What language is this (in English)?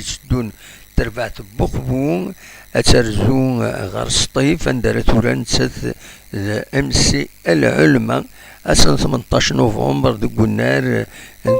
Kabyle